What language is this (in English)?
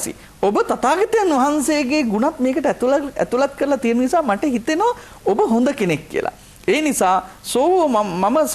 Sinhala